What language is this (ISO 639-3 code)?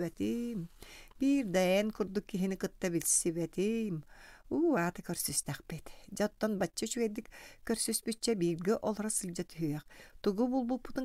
sah